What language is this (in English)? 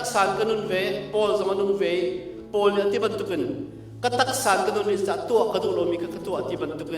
Hakha Chin